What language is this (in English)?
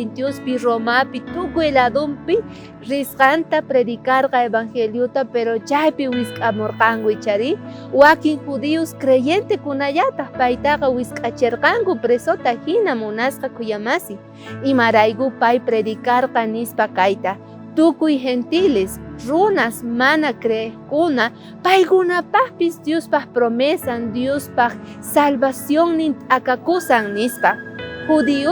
South Bolivian Quechua